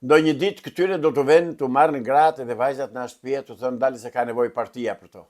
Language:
Albanian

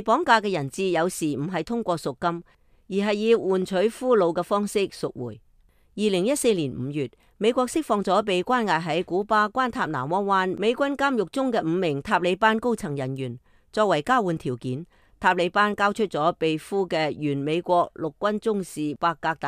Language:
Cantonese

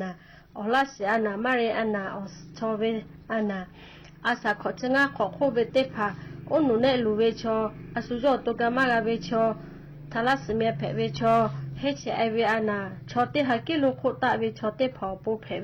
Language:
Lahu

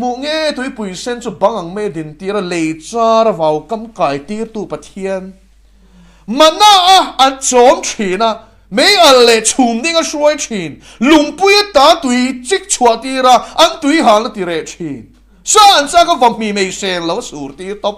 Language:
Mizo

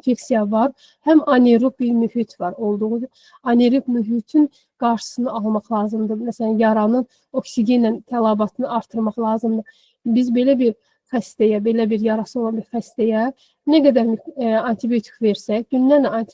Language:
Azerbaijani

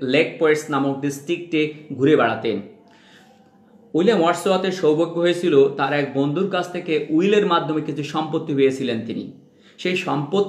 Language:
Bangla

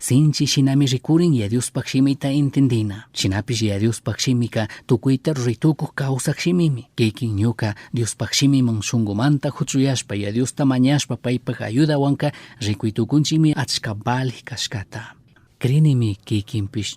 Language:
Chimborazo Highland Quichua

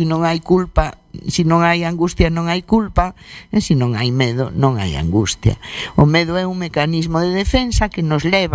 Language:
Galician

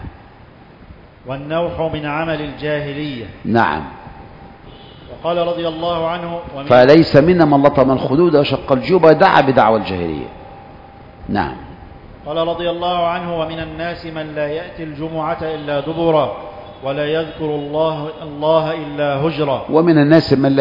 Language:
Arabic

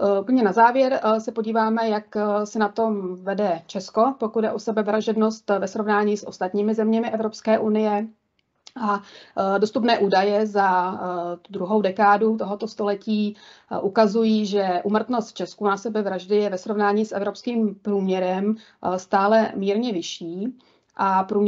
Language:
Czech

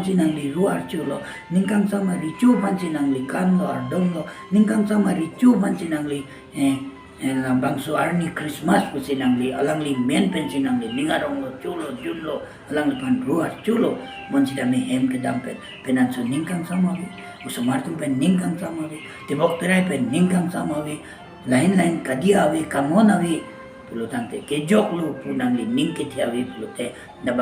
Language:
Karbi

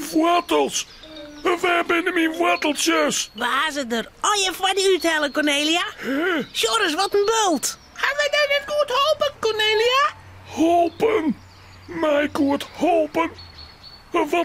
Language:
Western Frisian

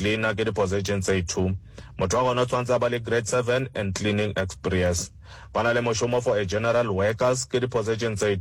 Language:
Northern Sotho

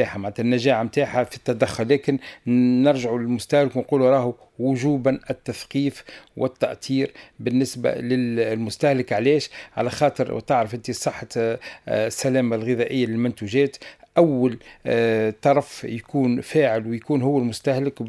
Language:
Tunisian Arabic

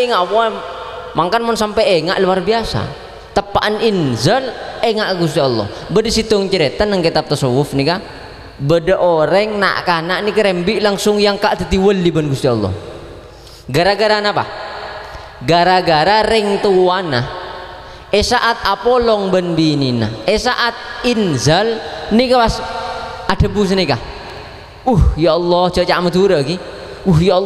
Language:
Madurese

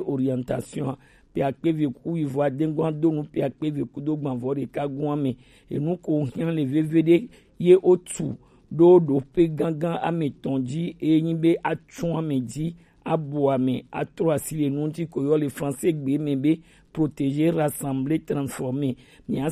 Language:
Gen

